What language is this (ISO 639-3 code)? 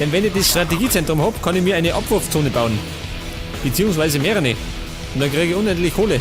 bar